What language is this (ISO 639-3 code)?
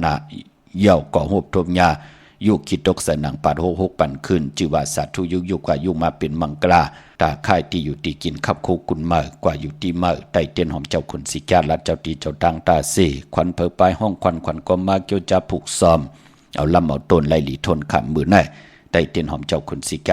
shn